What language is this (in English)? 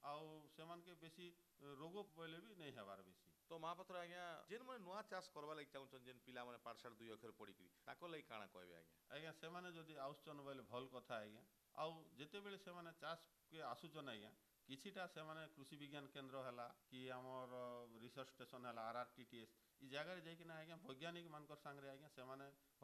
Odia